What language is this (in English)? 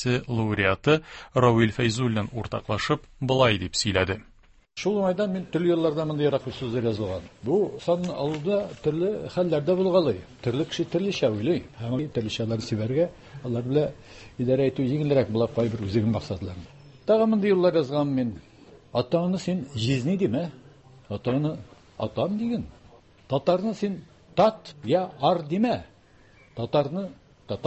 Tatar